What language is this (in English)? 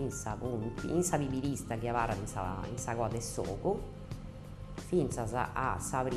Sardinian